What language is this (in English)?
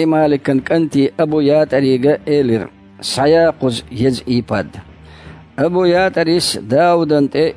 Chechen